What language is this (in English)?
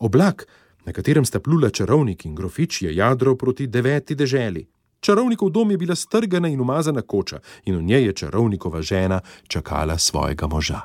Slovenian